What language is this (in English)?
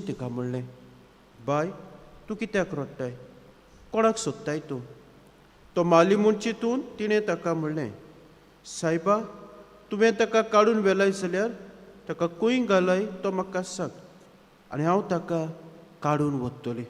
Konkani